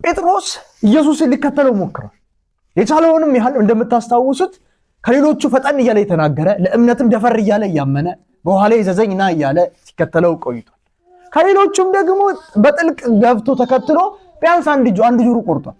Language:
Amharic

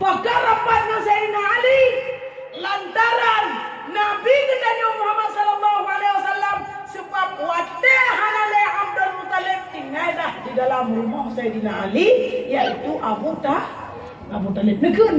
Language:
Achinese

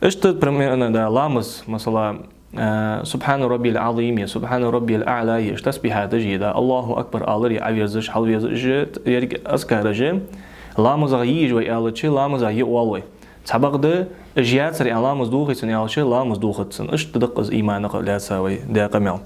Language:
Ingush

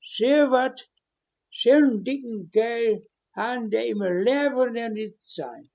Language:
Westphalien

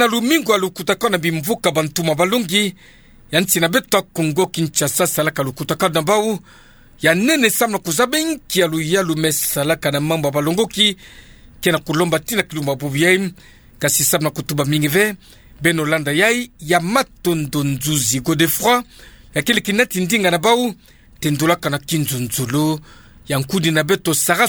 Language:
Kituba (Democratic Republic of Congo)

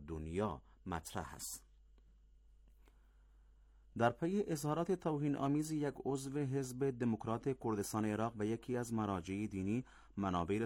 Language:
Persian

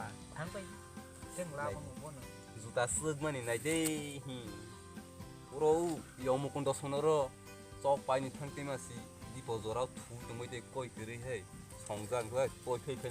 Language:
Kok Borok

